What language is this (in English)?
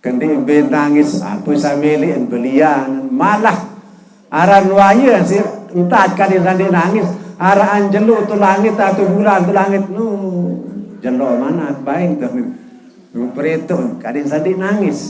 Sasak